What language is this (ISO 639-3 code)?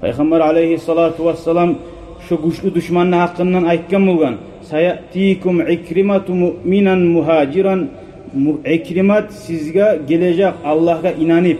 kum